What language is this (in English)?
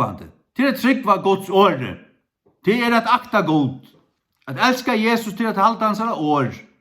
Faroese